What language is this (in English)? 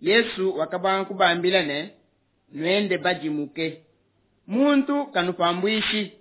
Luba-Lulua